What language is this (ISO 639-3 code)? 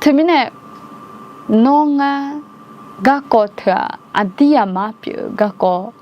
ahk